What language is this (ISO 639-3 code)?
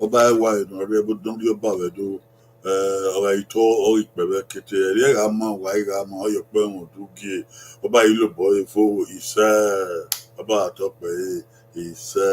bin